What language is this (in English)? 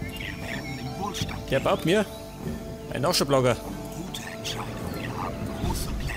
Bavarian